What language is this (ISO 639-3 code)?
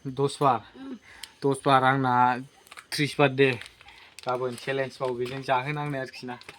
brx